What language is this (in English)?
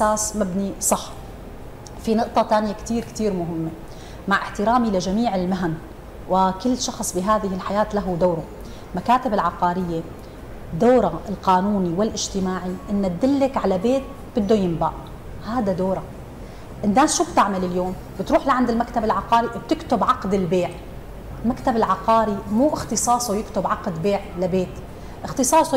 North Levantine Arabic